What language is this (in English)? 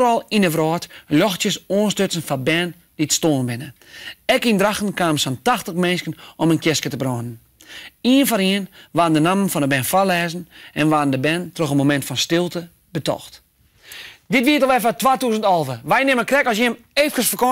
Western Frisian